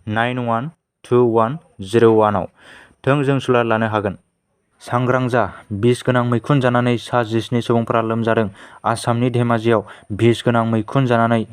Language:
Bodo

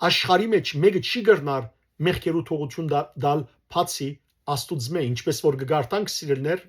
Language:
Western Armenian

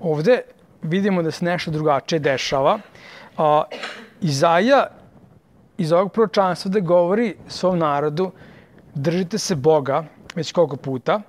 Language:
Serbian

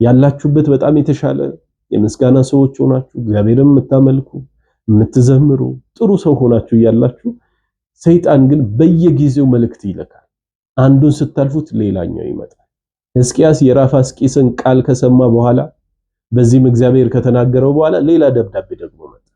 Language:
Amharic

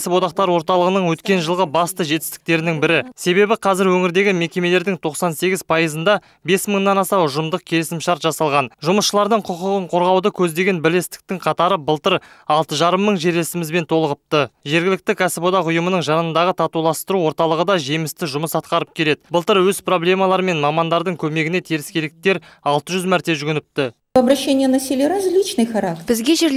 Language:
Kazakh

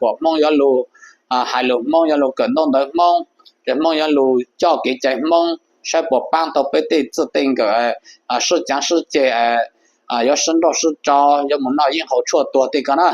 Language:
Hmong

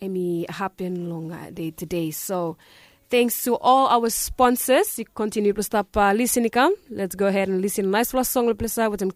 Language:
Bislama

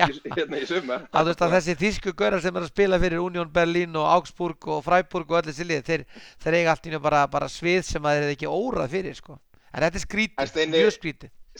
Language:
Icelandic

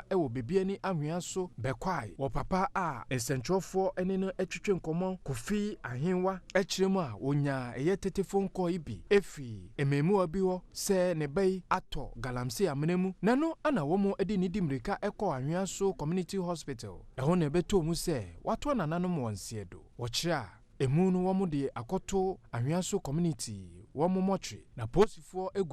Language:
Akan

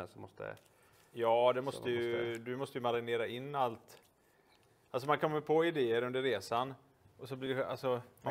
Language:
Swedish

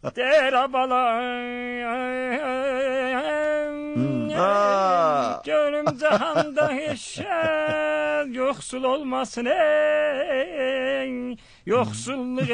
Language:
Persian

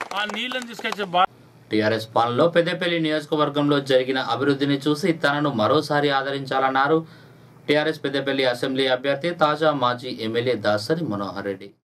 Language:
Telugu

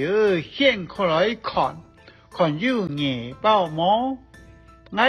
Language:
Hakka Chinese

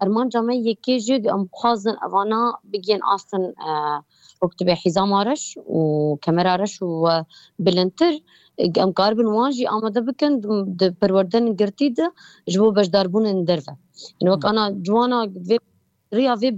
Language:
Kurdish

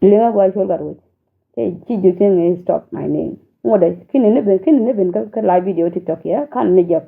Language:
Nuer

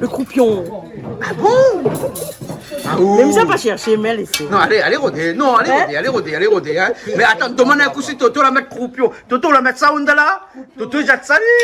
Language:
Réunion Creole French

